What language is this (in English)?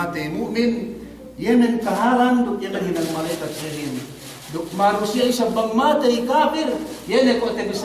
Yakan